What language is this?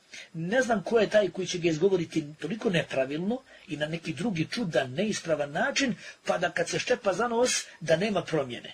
Bosnian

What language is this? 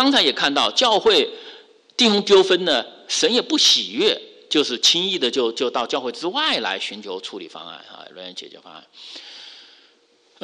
Chinese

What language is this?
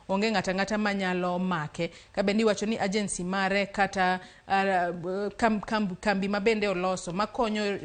Luo (Kenya and Tanzania)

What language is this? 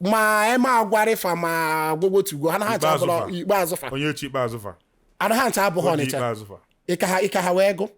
Igbo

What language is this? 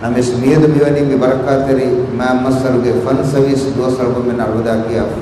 Divehi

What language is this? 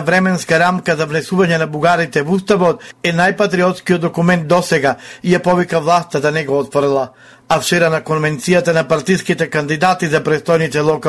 Macedonian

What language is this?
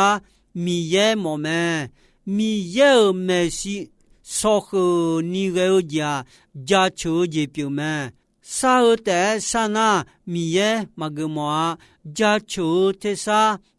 Akha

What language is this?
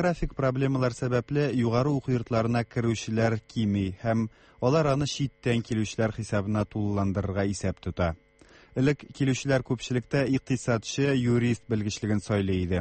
Tatar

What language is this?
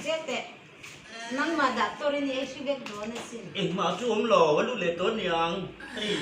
Hmar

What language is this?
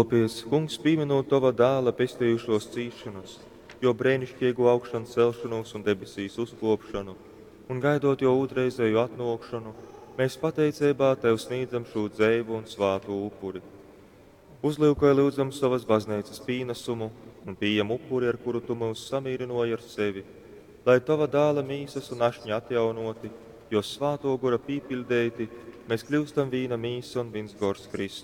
Latgalian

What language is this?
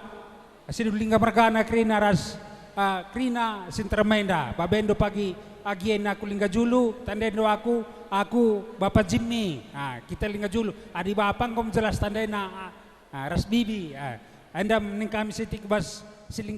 Batak Karo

